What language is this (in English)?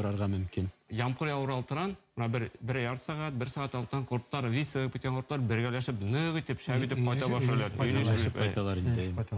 Bashkir